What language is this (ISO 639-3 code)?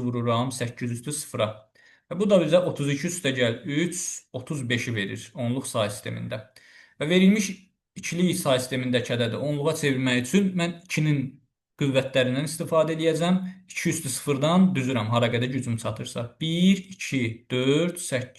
aze